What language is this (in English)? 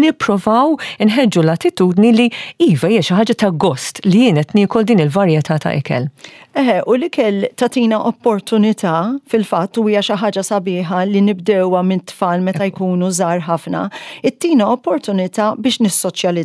Maltese